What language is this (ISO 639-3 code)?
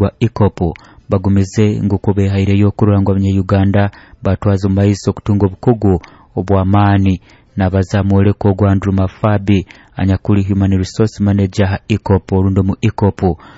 nyo